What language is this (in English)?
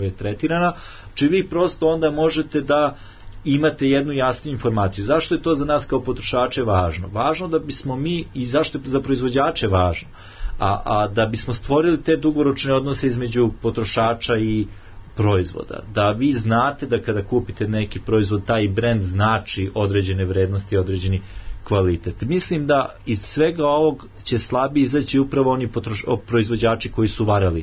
Serbian